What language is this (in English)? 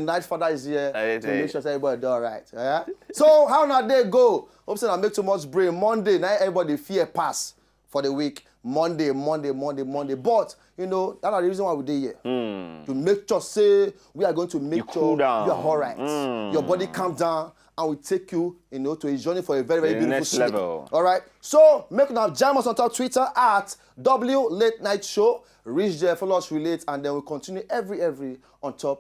Nigerian Pidgin